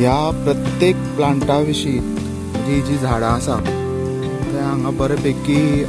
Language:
Konkani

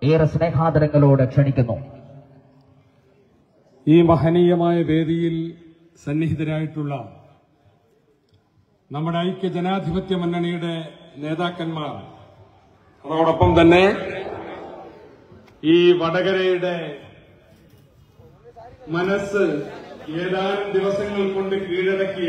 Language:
Malayalam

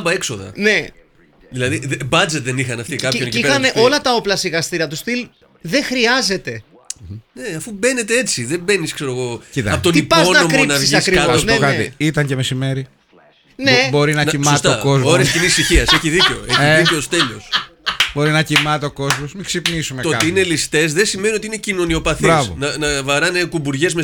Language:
Greek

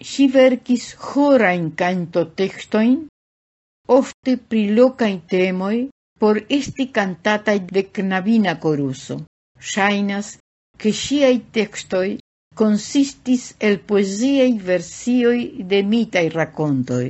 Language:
Esperanto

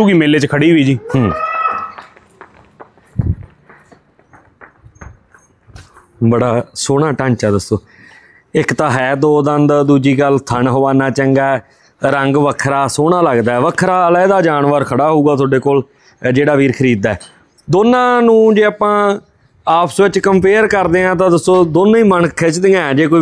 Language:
Punjabi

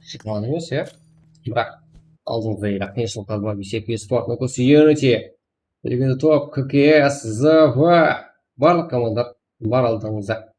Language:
Kara-Kalpak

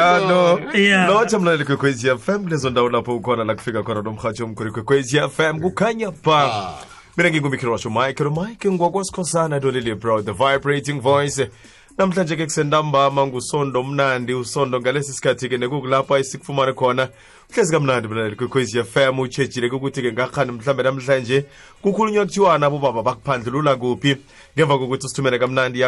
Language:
South Ndebele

